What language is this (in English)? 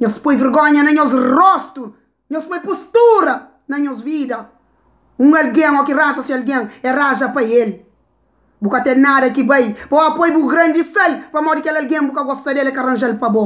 Kabuverdianu